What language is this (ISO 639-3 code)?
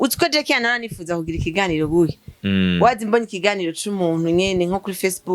run